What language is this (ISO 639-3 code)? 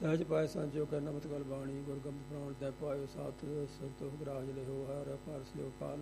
pan